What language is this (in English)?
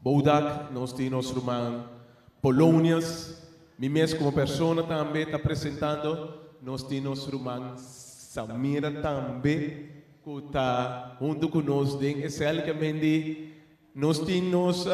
Papiamento